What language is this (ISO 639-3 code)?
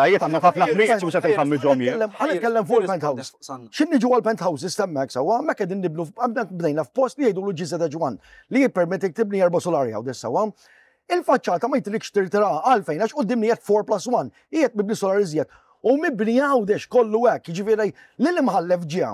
mlt